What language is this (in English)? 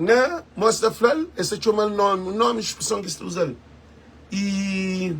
Kabuverdianu